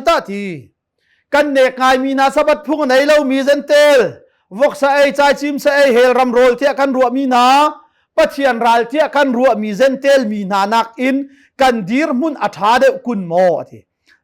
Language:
Hakha Chin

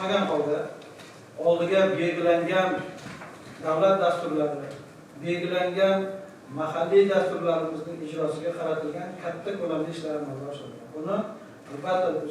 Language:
Uzbek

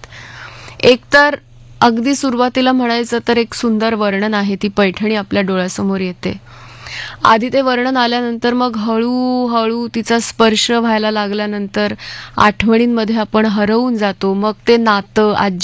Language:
Marathi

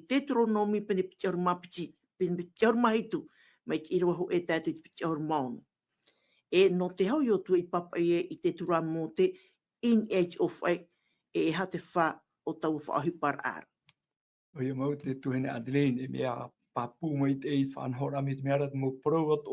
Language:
Tahitian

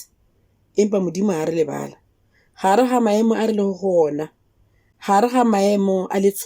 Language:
Northern Sotho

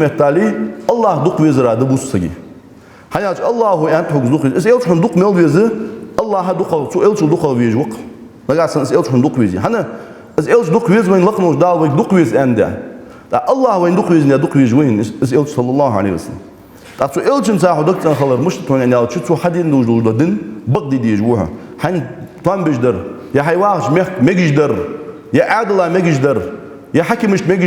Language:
Ingush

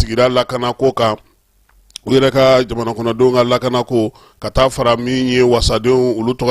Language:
Bambara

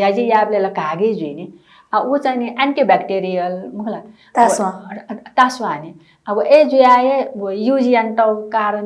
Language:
Newari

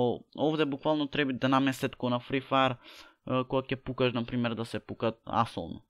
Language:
Macedonian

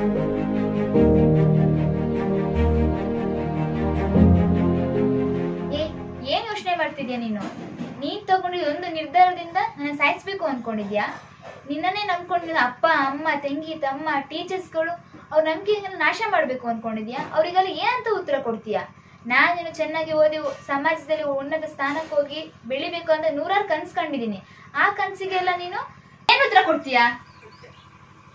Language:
Kannada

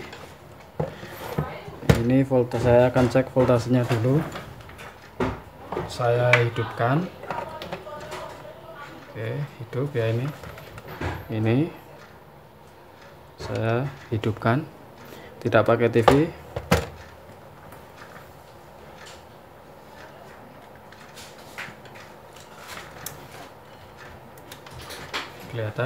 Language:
Indonesian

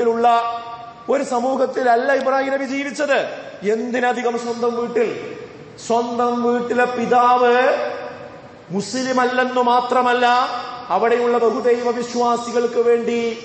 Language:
Malayalam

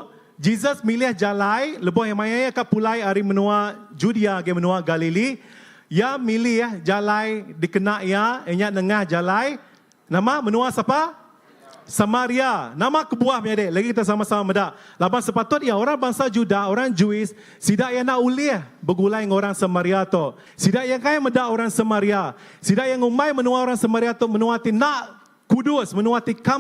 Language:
Iban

